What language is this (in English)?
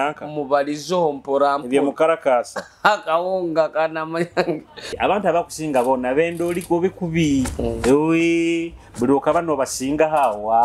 Nyoro